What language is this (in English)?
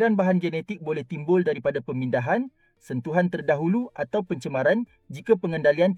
Malay